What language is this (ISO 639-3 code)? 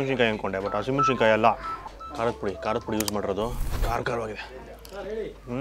kan